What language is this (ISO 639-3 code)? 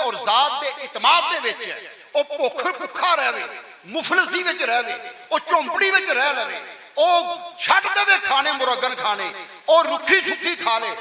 lah